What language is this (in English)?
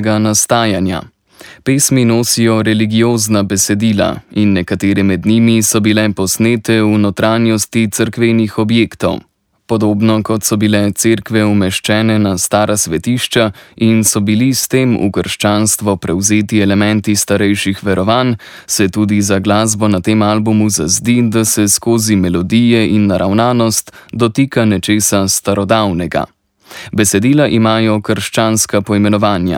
Slovenian